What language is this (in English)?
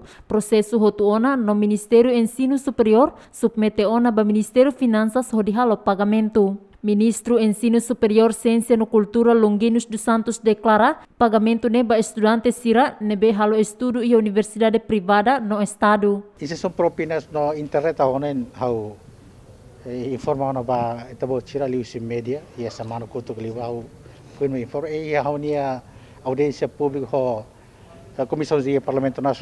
Tetum